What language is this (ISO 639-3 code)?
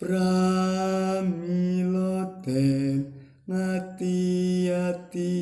jav